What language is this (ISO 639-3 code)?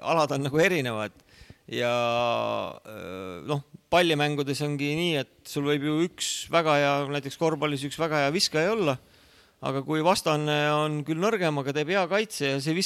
est